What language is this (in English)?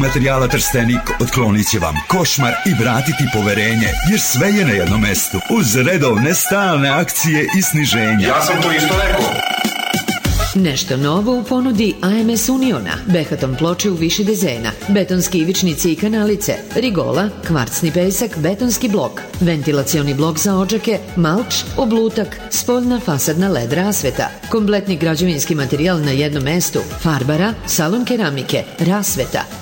Serbian